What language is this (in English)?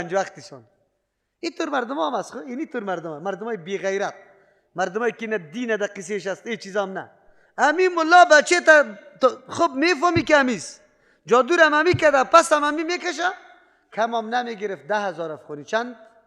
Persian